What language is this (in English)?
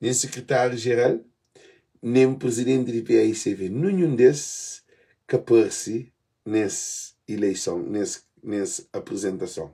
Kabuverdianu